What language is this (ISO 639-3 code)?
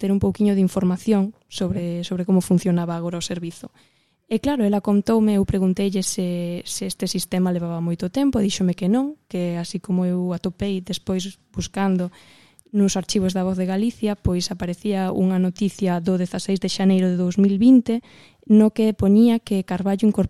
glg